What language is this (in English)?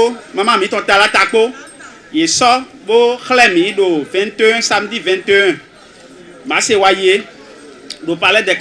Fon